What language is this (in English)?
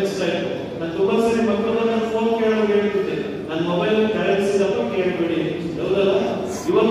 Kannada